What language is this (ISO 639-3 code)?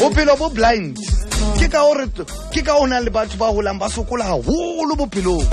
sot